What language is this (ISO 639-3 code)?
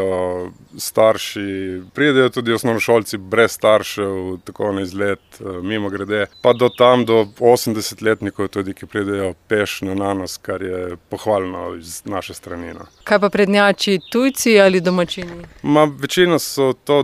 slv